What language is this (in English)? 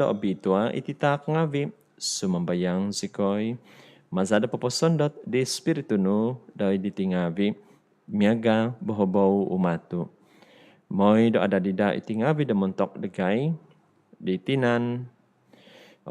Central Dusun